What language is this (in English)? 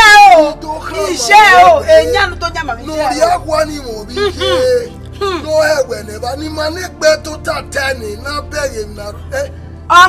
Bini